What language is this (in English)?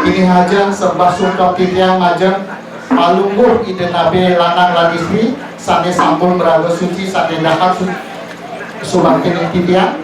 Balinese